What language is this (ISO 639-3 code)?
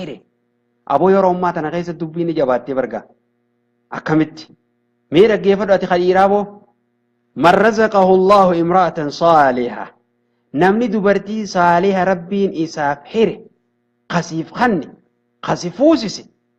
orm